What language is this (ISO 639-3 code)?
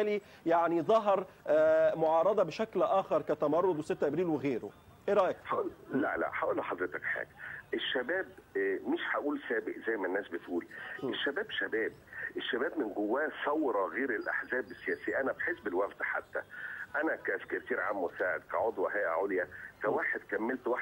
arz